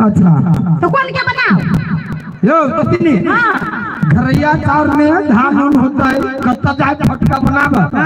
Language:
Maithili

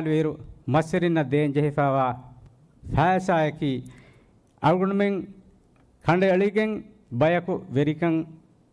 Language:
Divehi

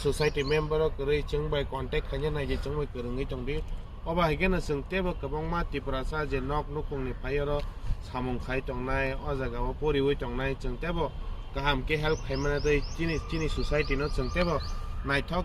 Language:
Kok Borok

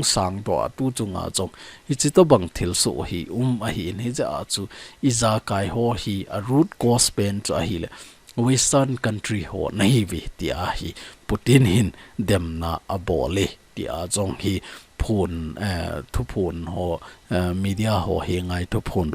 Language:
Thado Chin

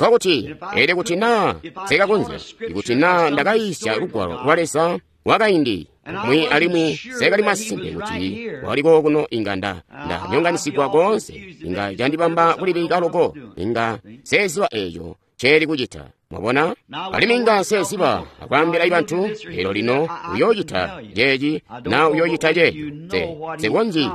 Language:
Tonga (Zambia)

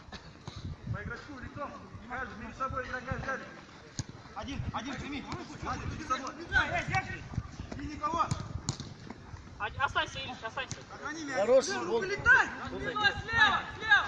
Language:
Russian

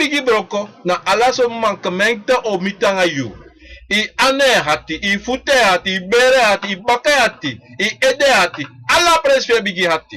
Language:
Sranan Tongo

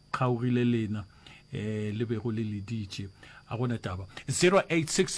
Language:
Northern Sotho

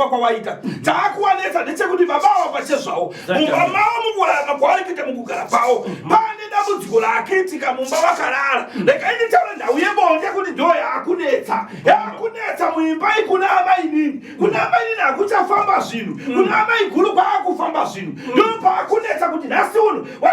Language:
Shona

